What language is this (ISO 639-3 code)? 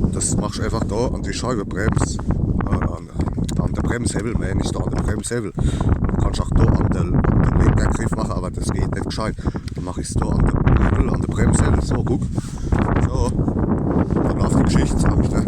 pfl